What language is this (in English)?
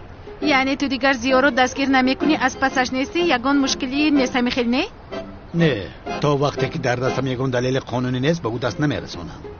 Tajik